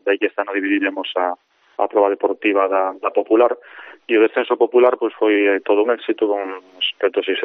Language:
Galician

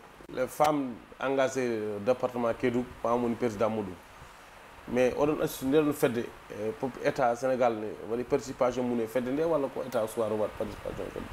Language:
Fula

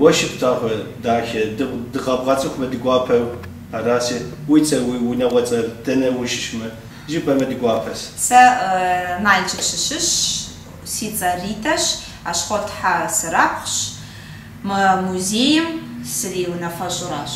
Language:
Kabardian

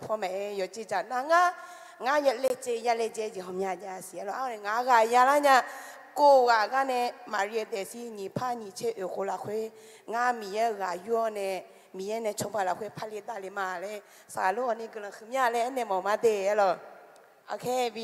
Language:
Akha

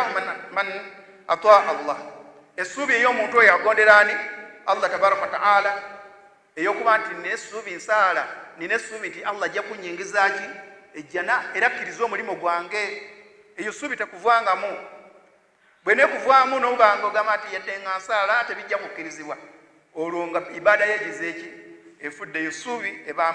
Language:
Ganda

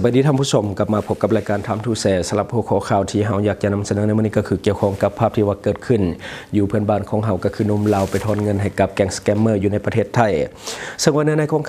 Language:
Lao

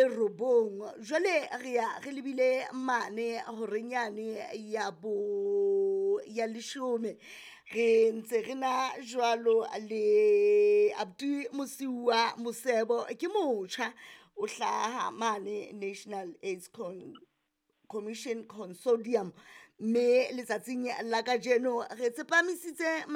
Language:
Southern Sotho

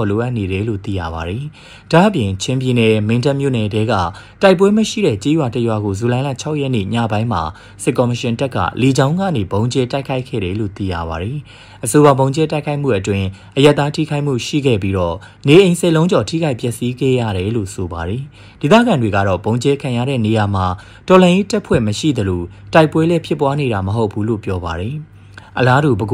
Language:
Burmese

